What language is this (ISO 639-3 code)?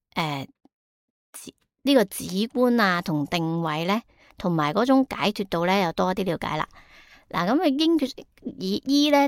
yue